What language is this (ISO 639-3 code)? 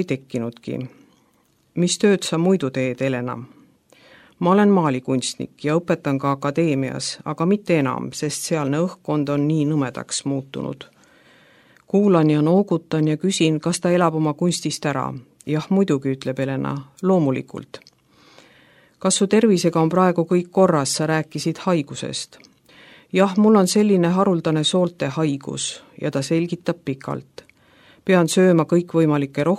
est